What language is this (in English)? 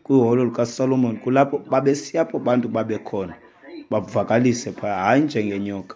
Xhosa